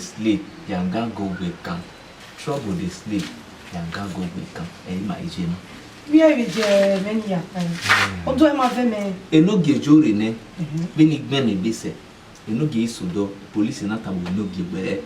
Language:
Bini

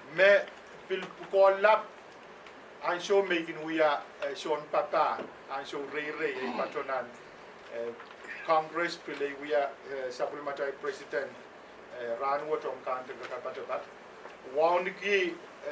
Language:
Pohnpeian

